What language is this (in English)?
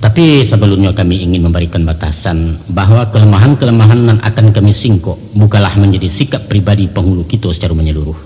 Minangkabau